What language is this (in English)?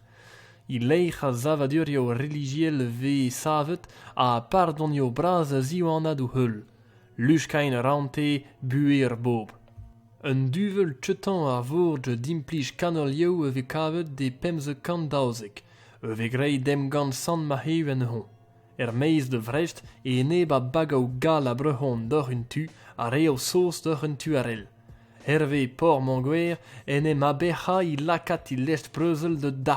Breton